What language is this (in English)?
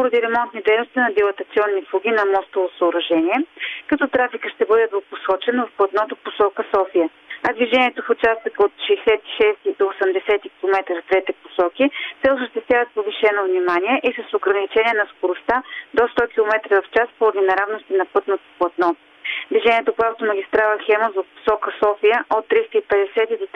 Bulgarian